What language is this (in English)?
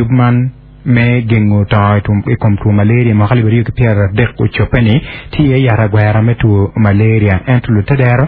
Acoli